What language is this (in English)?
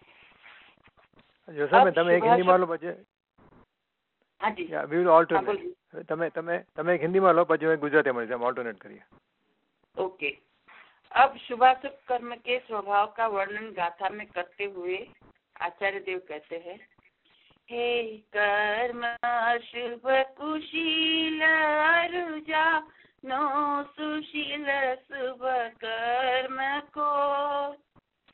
Gujarati